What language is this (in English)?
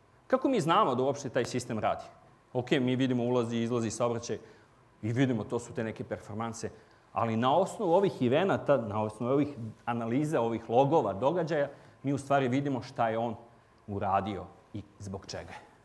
Serbian